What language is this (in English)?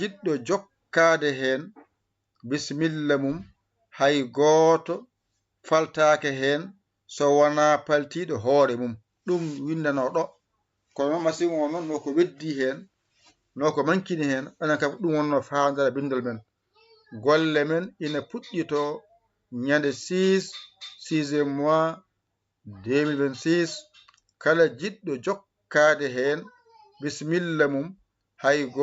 Fula